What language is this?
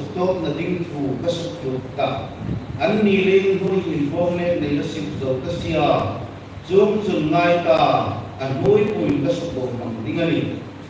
Hmar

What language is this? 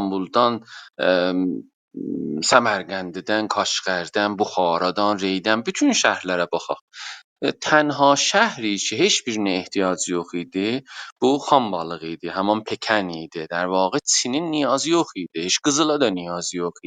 South Azerbaijani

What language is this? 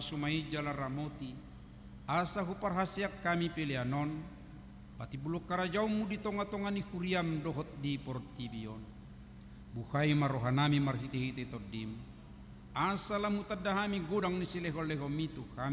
Batak Toba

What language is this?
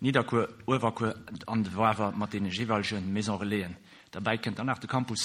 Luxembourgish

